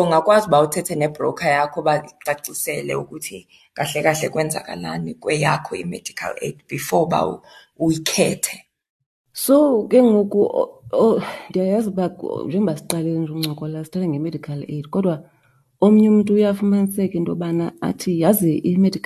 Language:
Xhosa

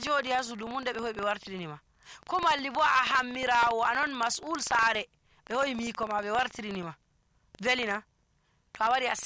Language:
Nigerian Fulfulde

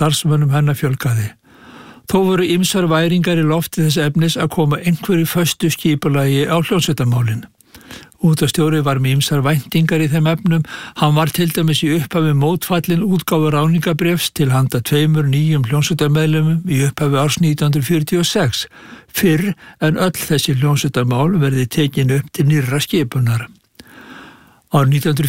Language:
Icelandic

